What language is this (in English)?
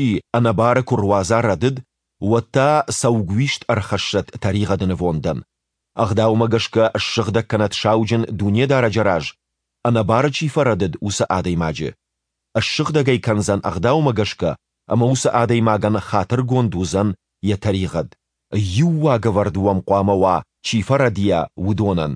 Ossetic